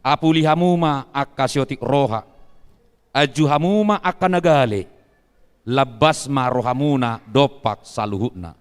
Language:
Batak Toba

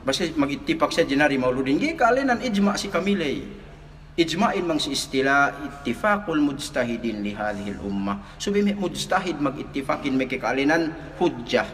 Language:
Yakan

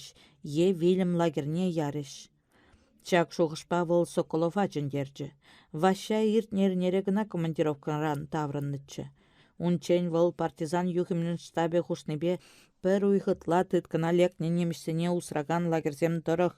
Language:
Chuvash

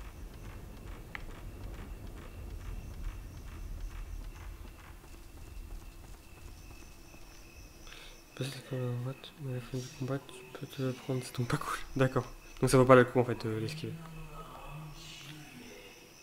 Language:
French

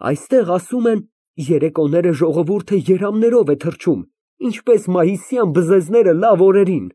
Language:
Armenian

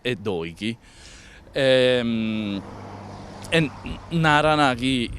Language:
Sardinian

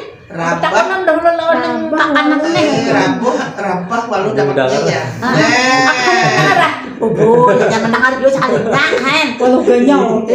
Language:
Banjar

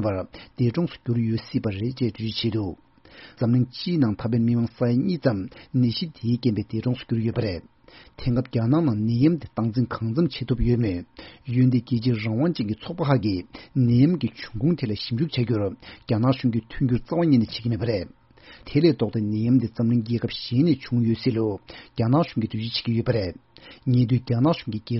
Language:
Tibetan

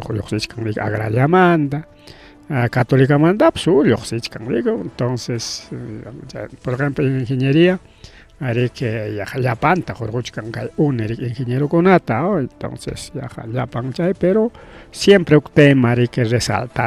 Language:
Ayacucho Quechua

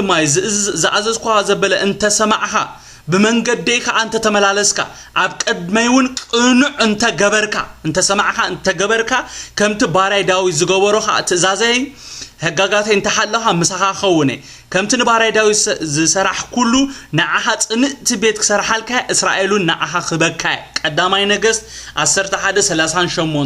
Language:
Tigrinya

